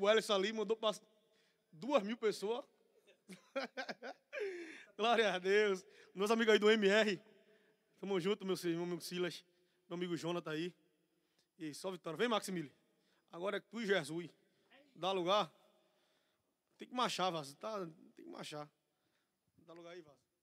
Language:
Portuguese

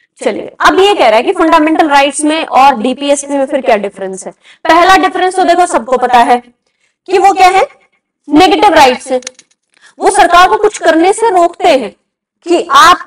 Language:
Hindi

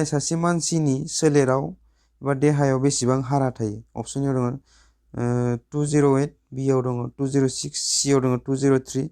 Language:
Bodo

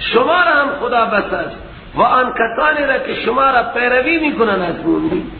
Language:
Persian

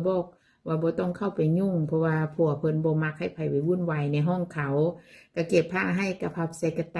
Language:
Northeastern Thai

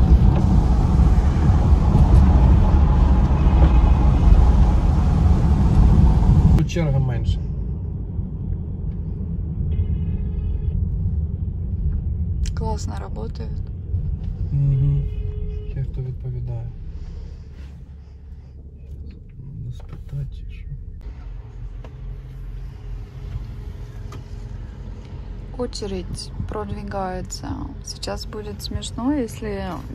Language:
Ukrainian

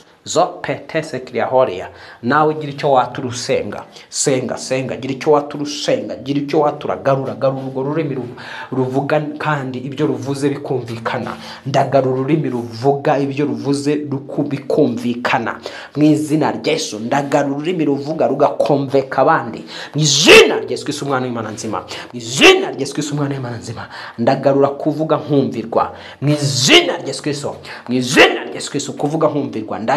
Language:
Kinyarwanda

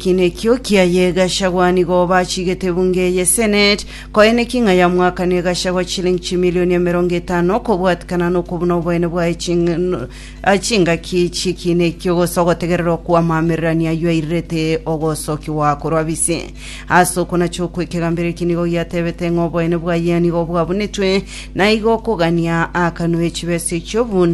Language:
Gusii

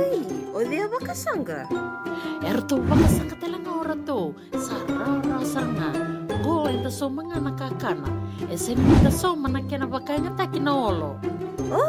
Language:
Fijian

